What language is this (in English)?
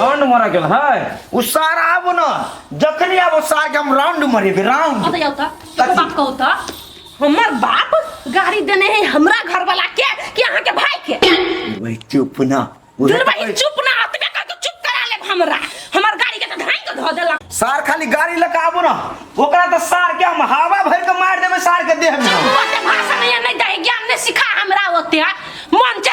Maithili